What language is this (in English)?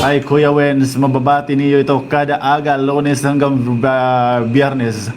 Waray